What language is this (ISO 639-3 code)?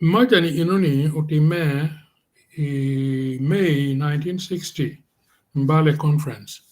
ach